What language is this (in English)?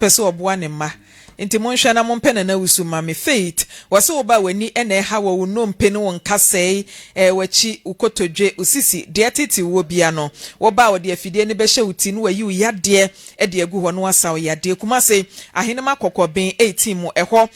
Akan